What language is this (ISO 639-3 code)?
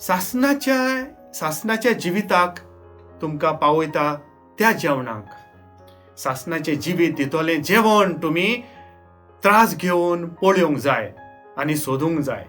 kok